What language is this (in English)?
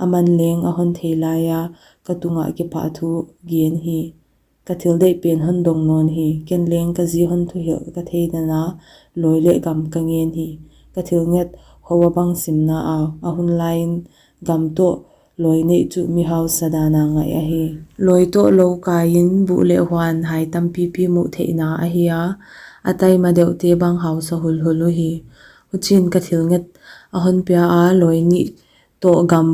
Paite Chin